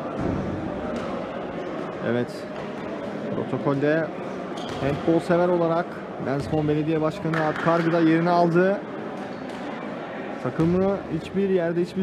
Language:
Turkish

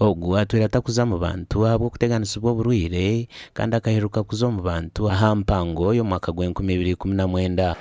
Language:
Nyankole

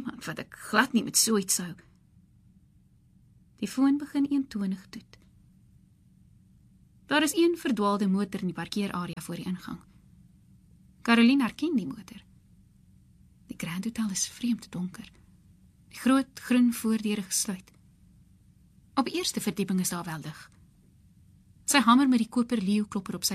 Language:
Afrikaans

